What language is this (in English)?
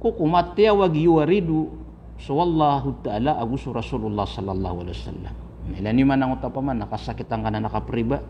Maranao